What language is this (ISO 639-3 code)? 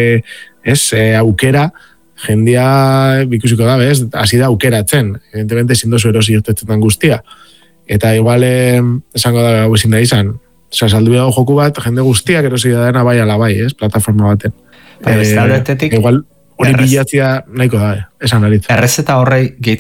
eus